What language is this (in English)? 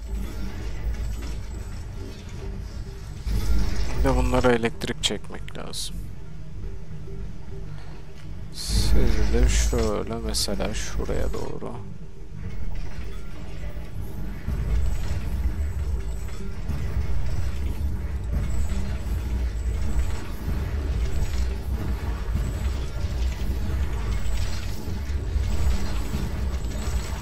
Turkish